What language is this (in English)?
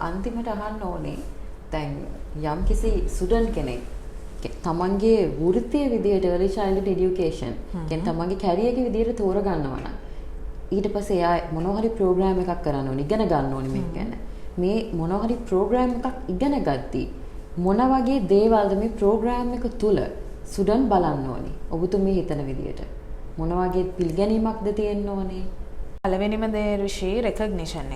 Sinhala